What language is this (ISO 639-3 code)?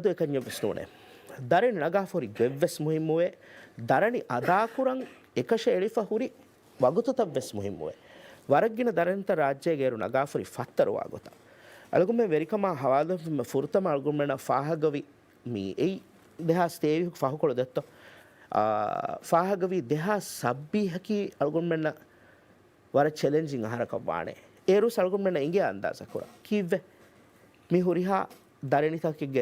div